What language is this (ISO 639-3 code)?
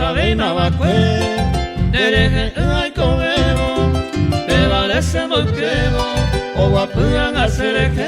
grn